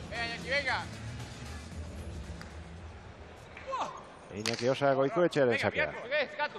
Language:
Basque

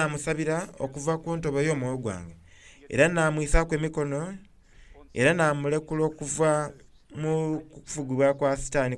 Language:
Soga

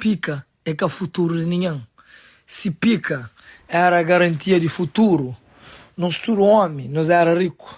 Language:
Kabuverdianu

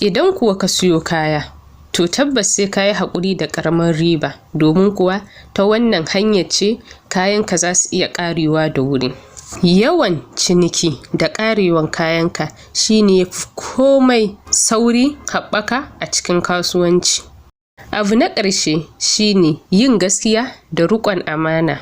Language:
Hausa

